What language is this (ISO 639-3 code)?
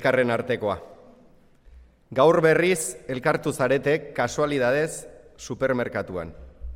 eus